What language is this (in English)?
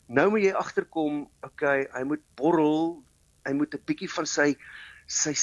Afrikaans